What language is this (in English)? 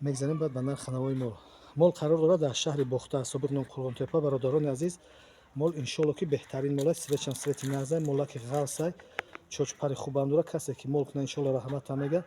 Tajik